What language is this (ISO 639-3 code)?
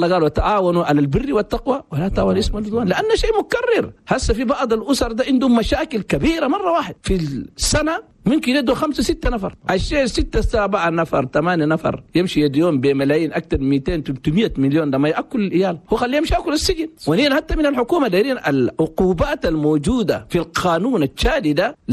shu